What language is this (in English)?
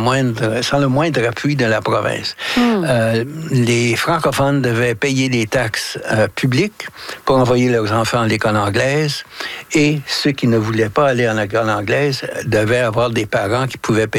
French